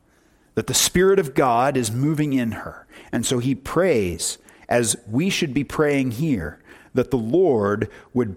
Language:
English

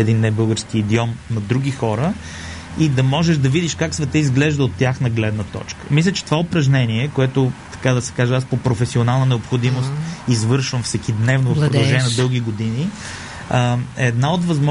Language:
Bulgarian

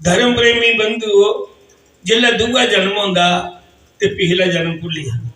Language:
Dogri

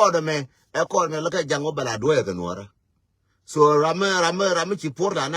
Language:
Nuer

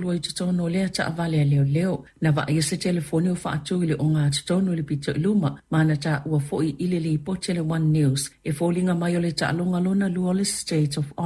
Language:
Samoan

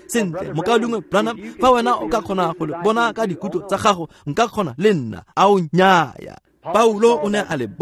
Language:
Tswana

